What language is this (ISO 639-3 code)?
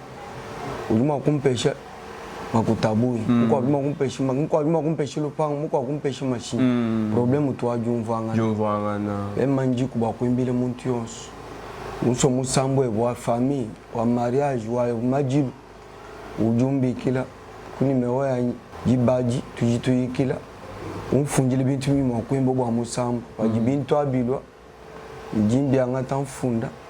lua